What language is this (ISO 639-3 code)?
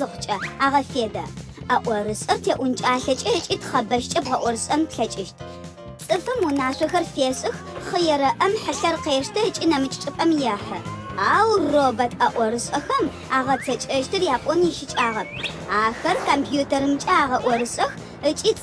ady